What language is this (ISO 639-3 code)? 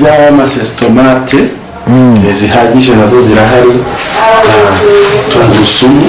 kin